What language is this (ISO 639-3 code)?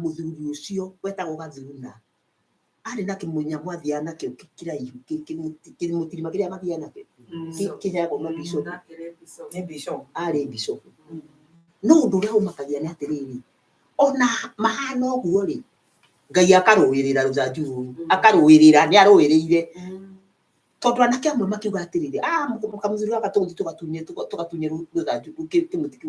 kik